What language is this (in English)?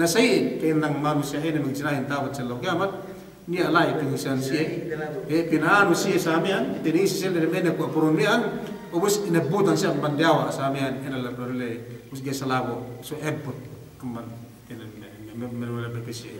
Yakan